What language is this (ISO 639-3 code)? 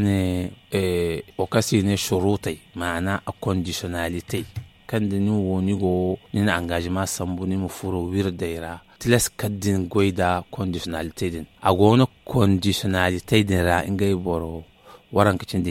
dje